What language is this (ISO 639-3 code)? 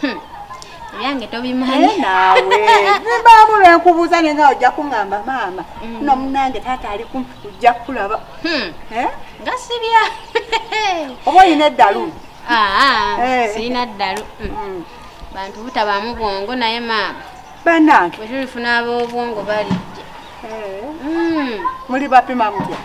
lug